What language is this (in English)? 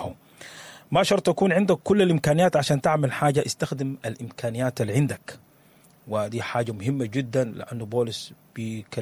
Sudanese Arabic